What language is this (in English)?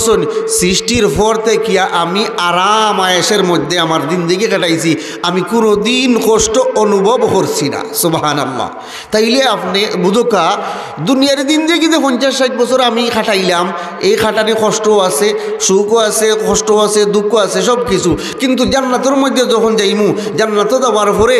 Sylheti